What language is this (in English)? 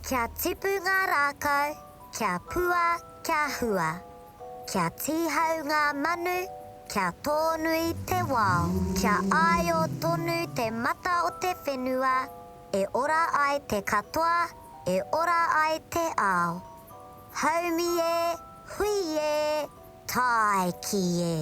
Māori